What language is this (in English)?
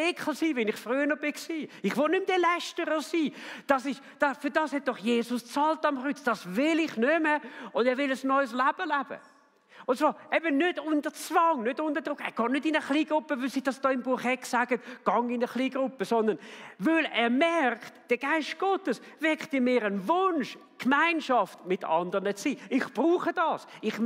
Swiss German